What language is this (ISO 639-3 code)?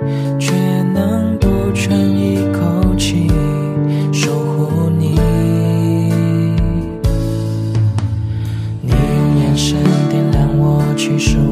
zho